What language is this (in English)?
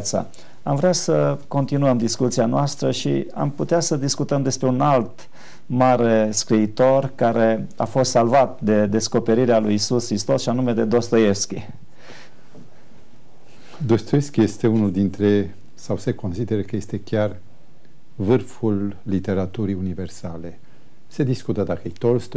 Romanian